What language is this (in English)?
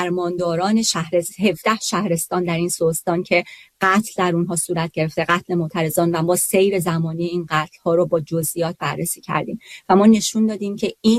Persian